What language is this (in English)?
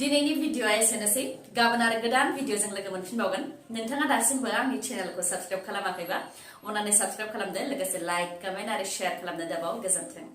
Bodo